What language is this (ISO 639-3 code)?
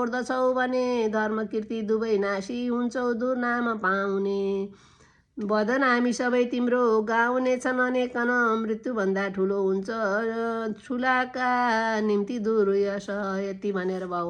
nep